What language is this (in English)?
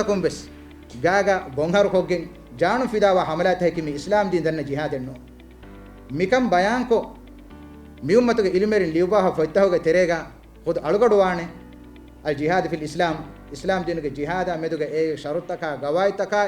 Divehi